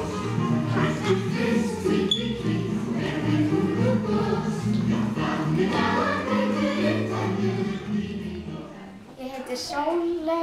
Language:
Icelandic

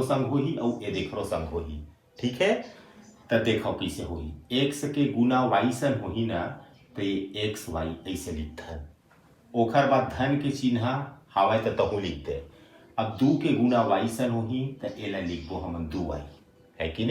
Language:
Chhattisgarhi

